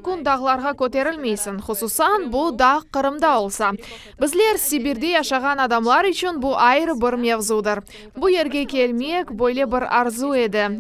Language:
Crimean Tatar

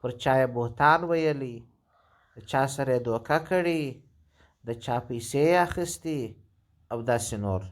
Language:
Pashto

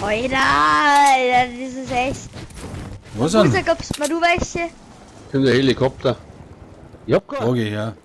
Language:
Bavarian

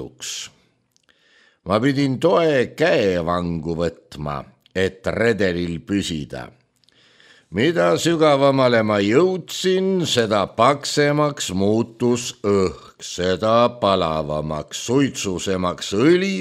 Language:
Estonian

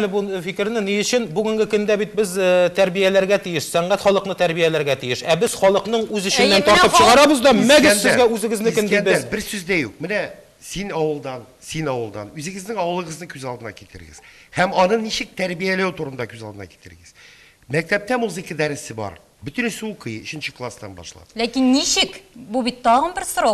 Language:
Tatar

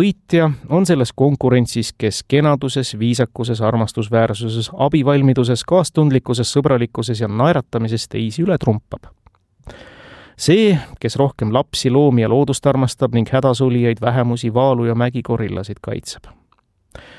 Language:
Estonian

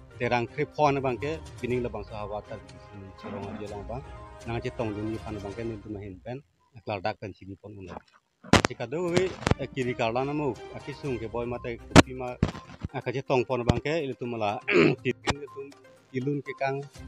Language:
Karbi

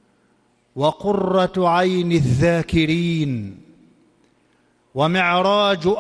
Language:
Arabic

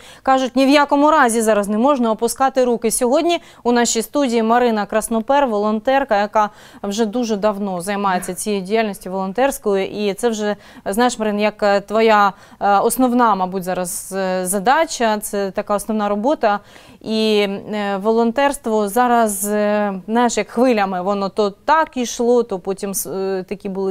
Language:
Ukrainian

